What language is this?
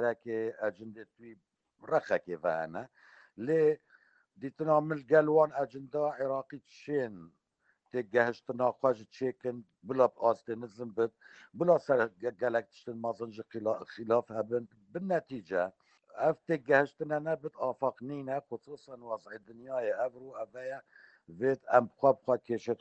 Kurdish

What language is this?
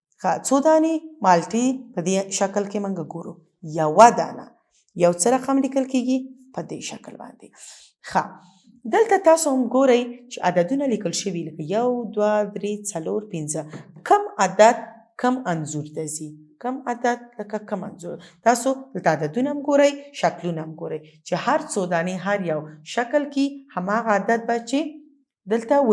Pashto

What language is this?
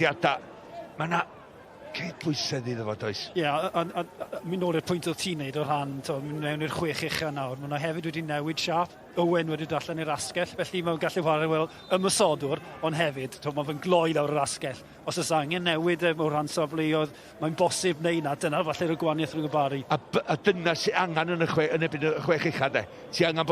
Welsh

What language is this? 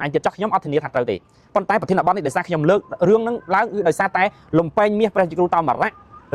Khmer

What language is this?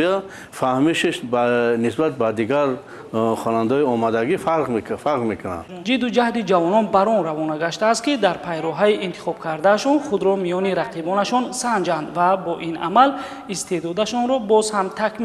Tajik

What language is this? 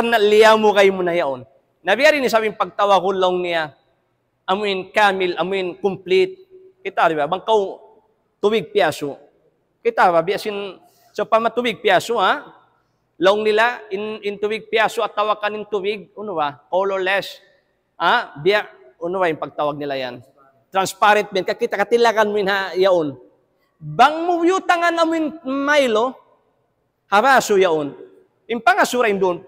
Tausug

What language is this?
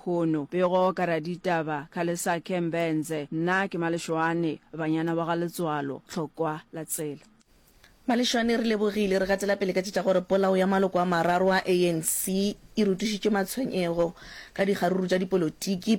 Northern Sotho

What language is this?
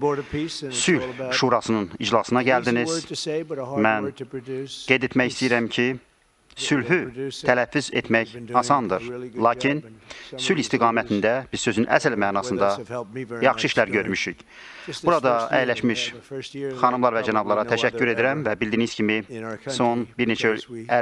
Azerbaijani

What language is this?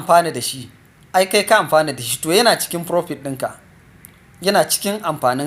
Hausa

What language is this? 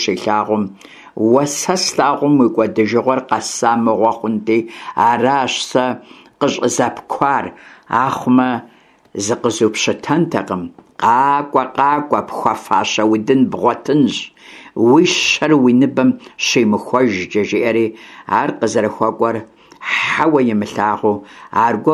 Kabardian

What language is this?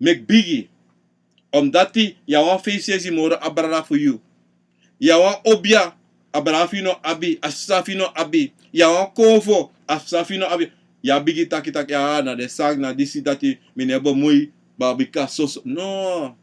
Sranan Tongo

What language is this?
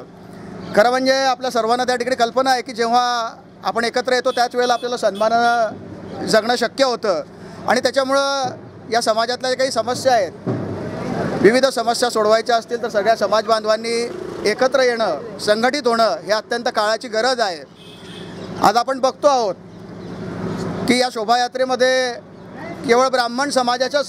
Marathi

